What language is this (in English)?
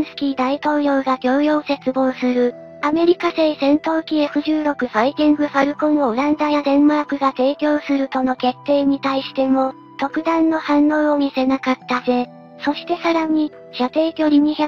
Japanese